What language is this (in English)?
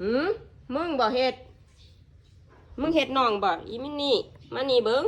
Northeastern Thai